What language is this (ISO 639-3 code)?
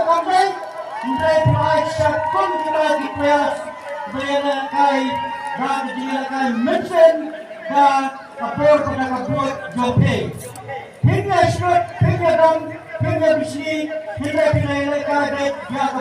kha